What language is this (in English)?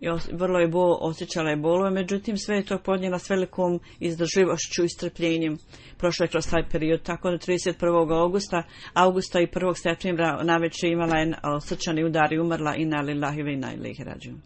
Bosnian